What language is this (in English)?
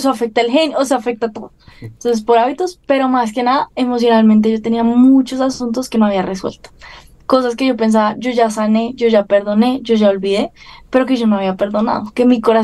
Spanish